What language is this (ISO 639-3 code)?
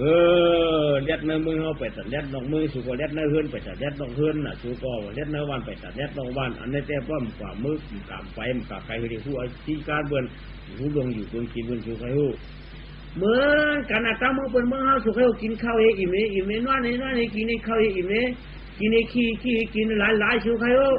shn